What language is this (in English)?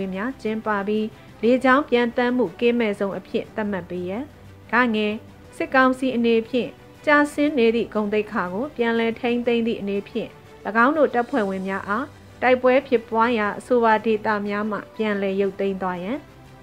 Burmese